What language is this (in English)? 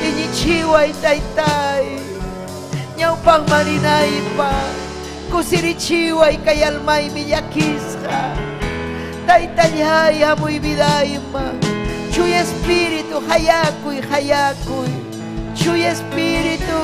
Ayacucho Quechua